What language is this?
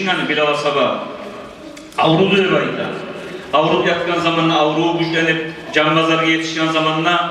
Kumyk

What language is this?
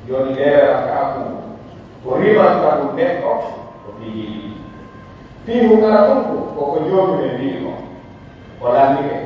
Pular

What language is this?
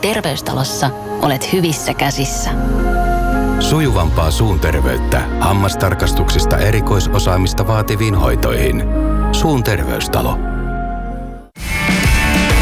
Finnish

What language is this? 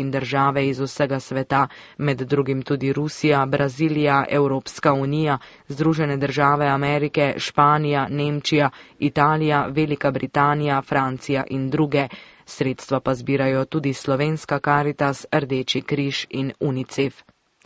Slovenian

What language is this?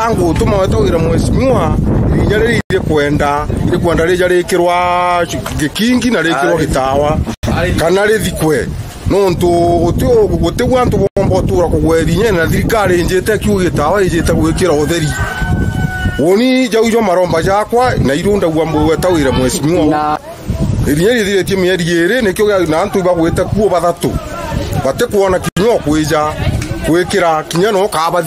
Meru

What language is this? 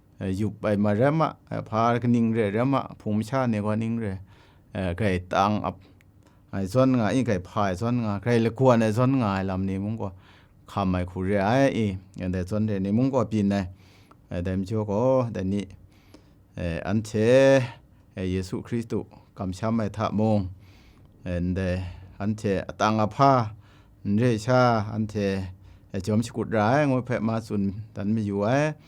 Kachin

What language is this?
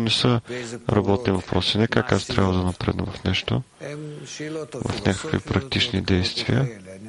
Bulgarian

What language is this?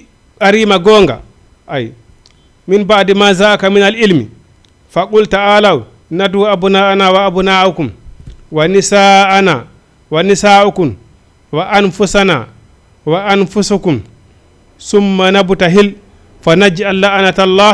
Fula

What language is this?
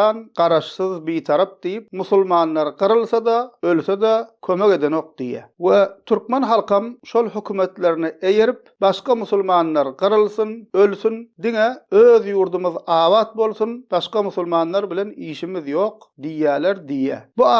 Turkmen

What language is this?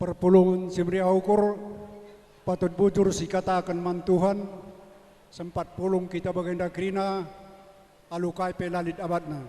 Batak Karo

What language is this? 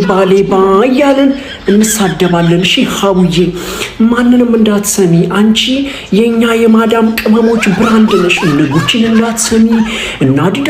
Amharic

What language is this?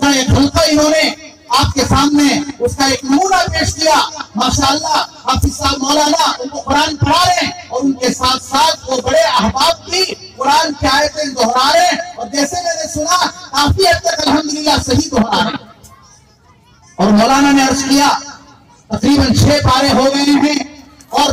Urdu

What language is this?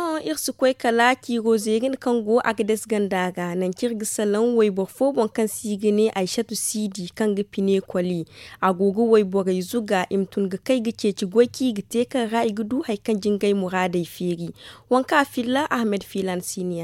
Zarma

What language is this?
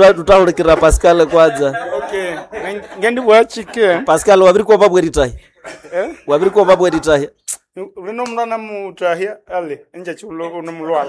Nande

